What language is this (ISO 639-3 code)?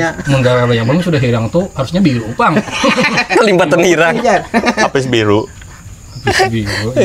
bjn